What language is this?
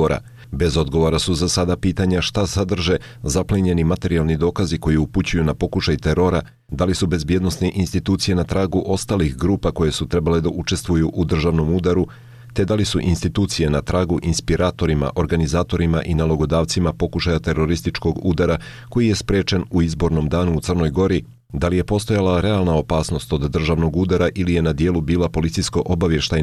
Serbian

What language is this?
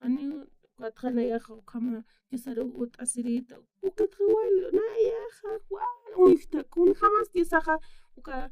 Aymara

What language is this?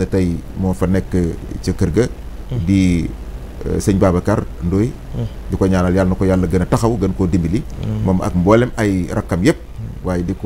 Wolof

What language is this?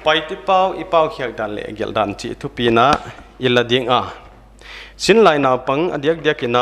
Paite Chin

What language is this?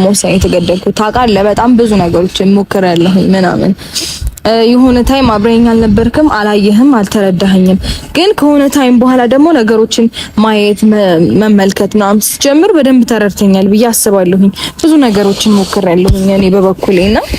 Amharic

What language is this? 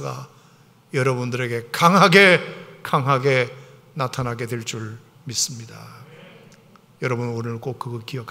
Korean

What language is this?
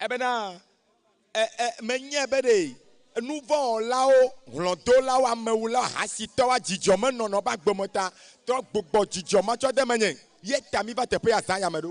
Ewe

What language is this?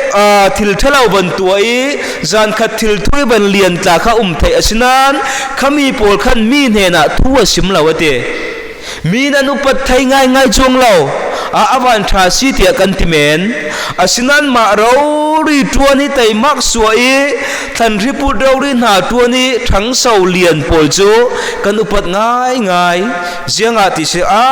Falam Chin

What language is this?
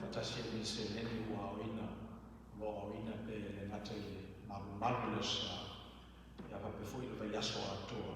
Samoan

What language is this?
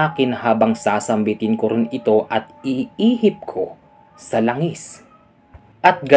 Filipino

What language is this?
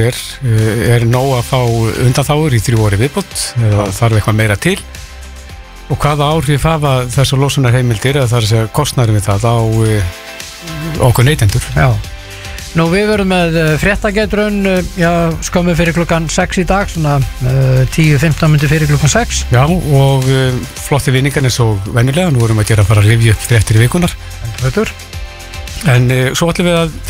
Icelandic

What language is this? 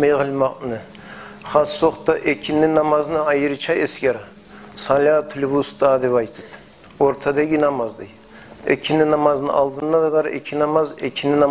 Kumyk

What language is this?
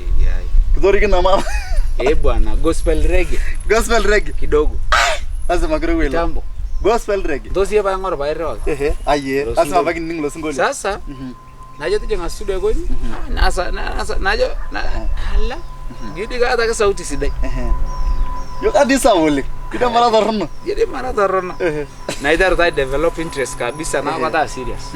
Masai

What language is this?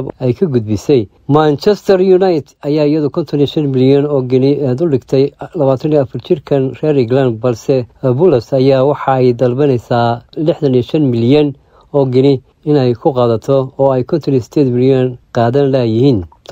Somali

